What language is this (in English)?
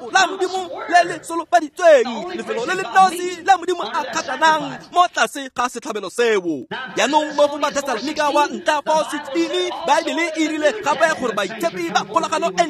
Tswana